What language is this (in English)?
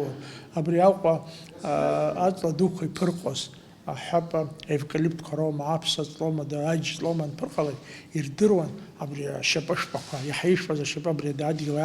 Abkhazian